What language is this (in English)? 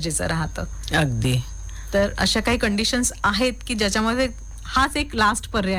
Marathi